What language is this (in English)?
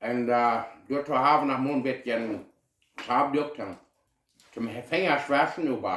Plautdietsch